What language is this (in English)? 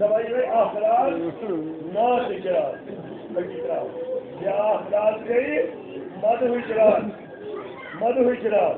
Kashmiri